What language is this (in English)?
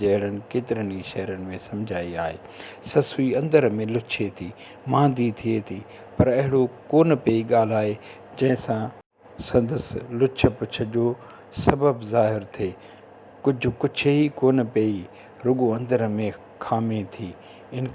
Sindhi